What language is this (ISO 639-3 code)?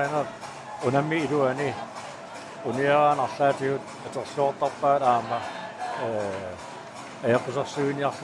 kal